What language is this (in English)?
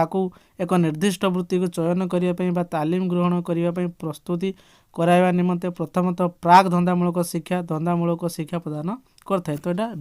Odia